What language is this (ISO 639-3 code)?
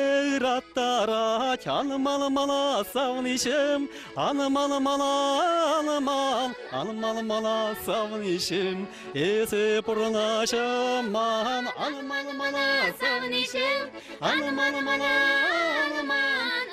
chv